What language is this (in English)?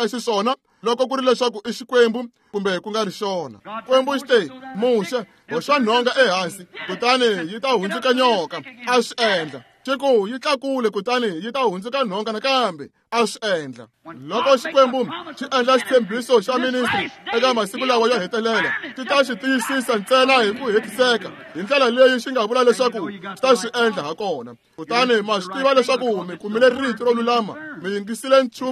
Tsonga